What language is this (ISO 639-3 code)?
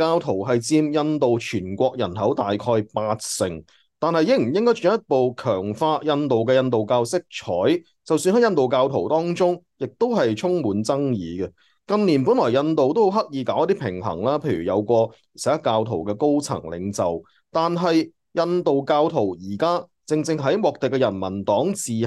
yue